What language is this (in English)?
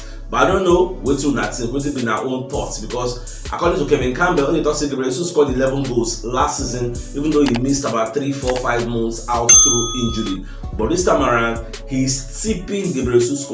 Nigerian Pidgin